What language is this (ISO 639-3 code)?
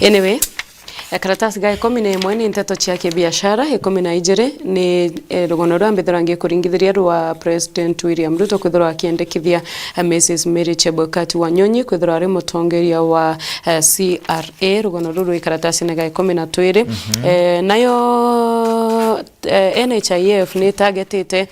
mer